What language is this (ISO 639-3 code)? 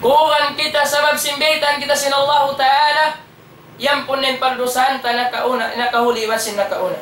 tsg